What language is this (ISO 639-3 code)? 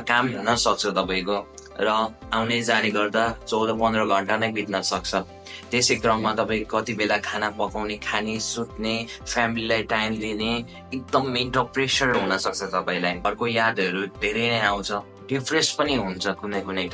nep